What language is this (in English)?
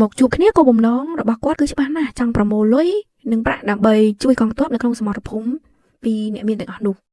Khmer